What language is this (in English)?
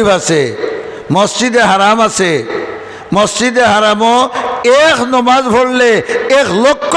Sylheti